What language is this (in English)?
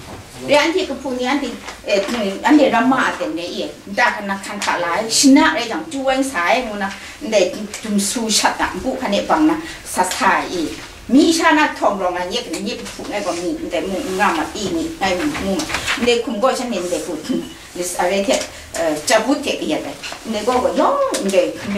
Kachin